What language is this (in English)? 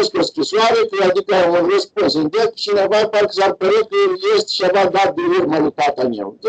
Romanian